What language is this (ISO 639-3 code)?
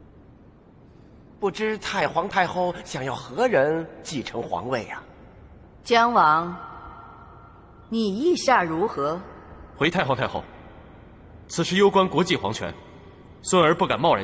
zho